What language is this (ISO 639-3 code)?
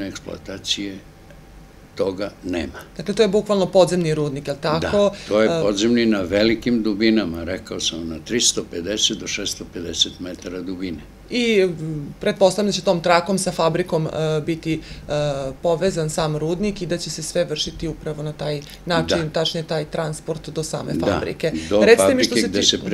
srp